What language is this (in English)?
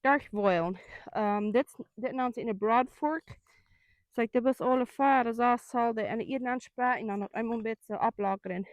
Plautdietsch